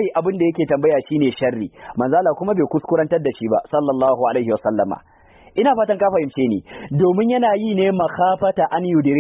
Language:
Hausa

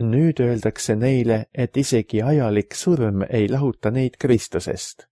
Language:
Estonian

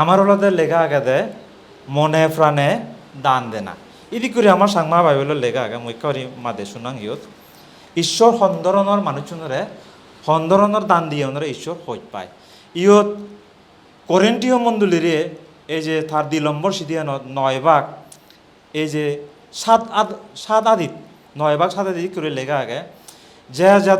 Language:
Chakma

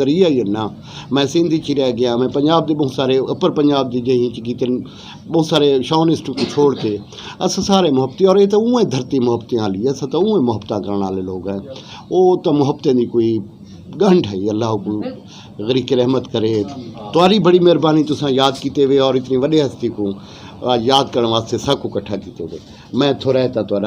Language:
Saraiki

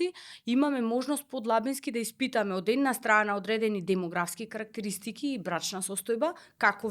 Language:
Macedonian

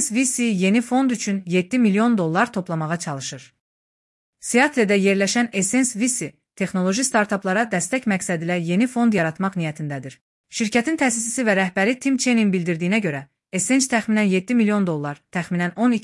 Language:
Azerbaijani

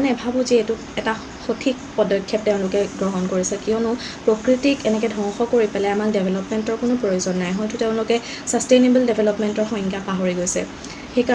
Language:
Assamese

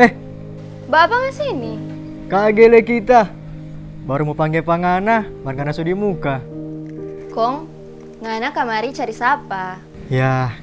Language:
Manado Malay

